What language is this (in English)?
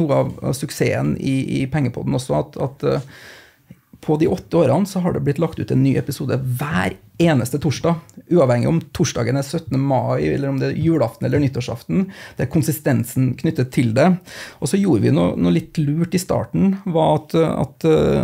Norwegian